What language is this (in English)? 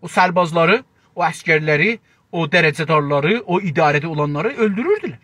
South Azerbaijani